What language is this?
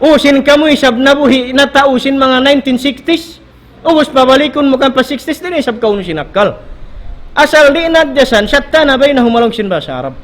Tausug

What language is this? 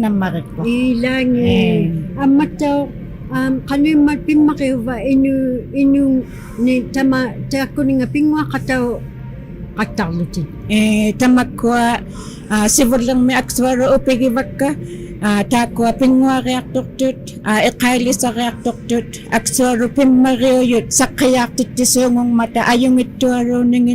Inuktitut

